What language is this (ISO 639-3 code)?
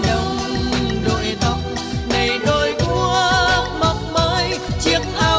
vie